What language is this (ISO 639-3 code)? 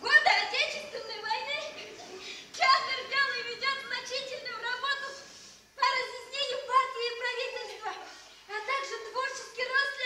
bak